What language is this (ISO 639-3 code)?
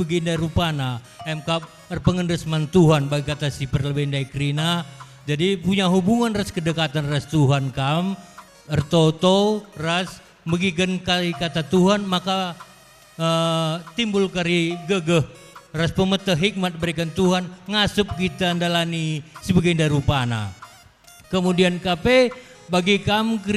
btx